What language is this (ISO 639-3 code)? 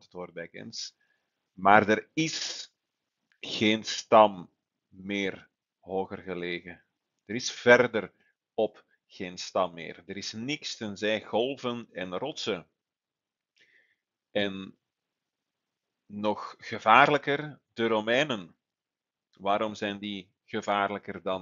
nld